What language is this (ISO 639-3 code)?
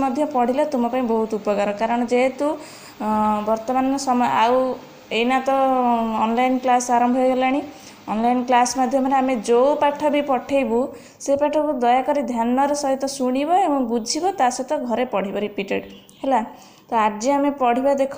ori